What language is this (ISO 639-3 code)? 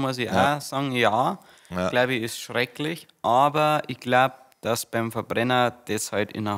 bar